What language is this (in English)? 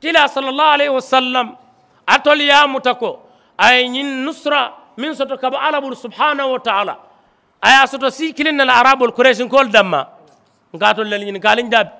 Mandingo